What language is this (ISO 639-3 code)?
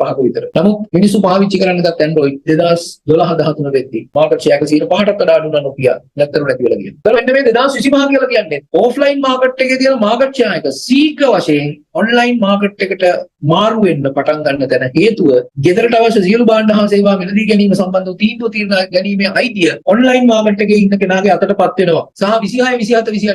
sin